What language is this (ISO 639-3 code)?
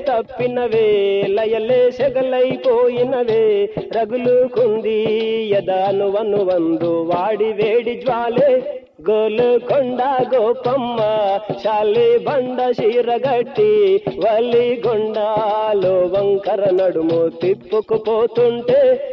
tel